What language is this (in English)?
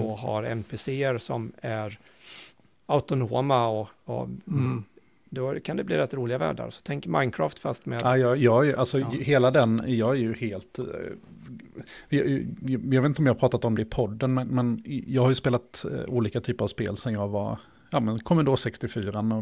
Swedish